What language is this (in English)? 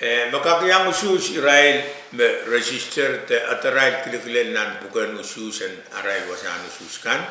Pohnpeian